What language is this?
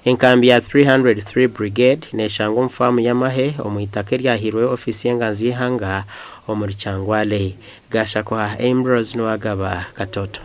Nyankole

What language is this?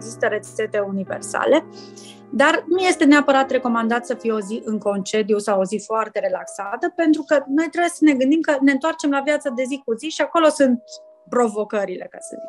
Romanian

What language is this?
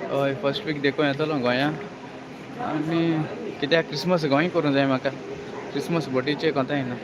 Konkani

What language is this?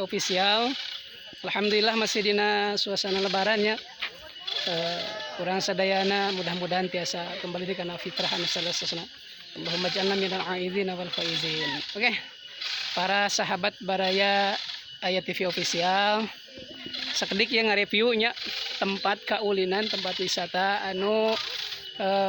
Sundanese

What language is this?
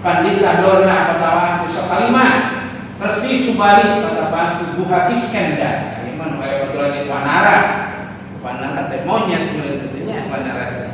Sundanese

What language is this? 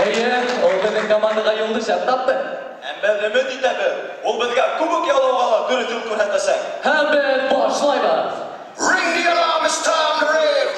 Bashkir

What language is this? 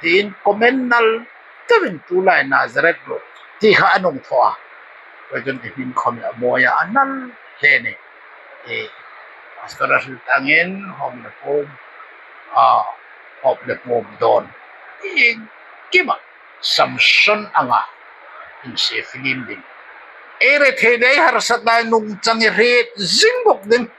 Hmar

